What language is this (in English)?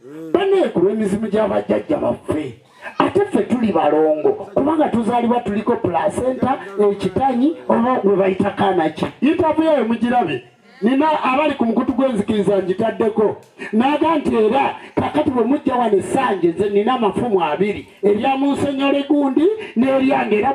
Ganda